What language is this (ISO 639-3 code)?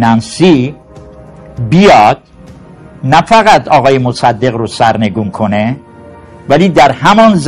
fas